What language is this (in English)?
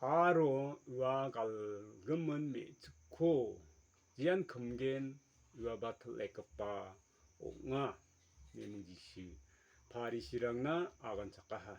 Garo